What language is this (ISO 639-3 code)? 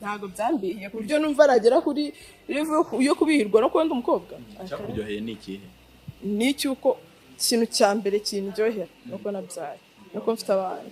kin